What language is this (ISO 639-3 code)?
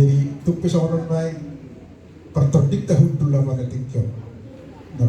bbc